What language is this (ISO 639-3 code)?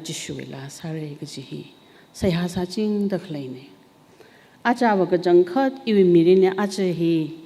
nmf